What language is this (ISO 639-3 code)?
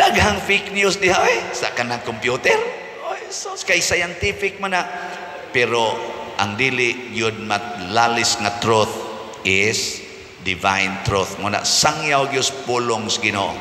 ceb